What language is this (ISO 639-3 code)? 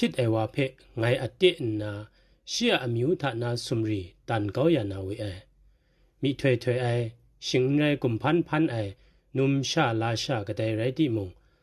kac